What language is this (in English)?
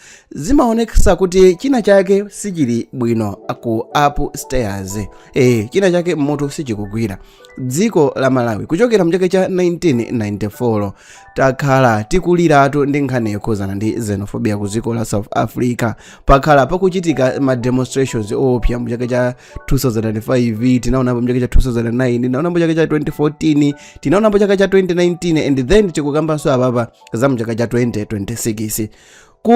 Nyanja